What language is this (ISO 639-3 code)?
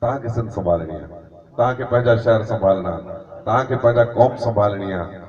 snd